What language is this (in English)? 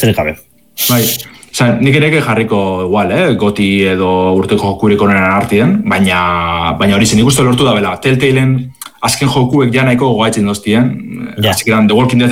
Basque